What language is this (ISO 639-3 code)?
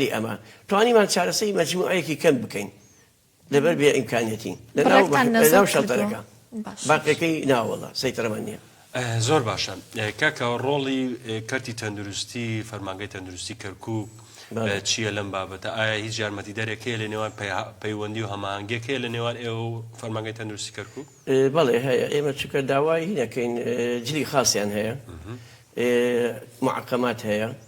ckb